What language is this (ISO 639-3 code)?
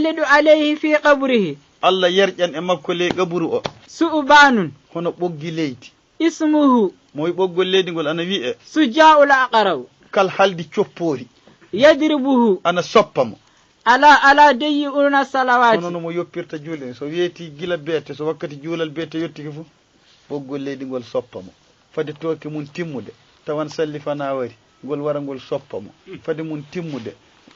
ful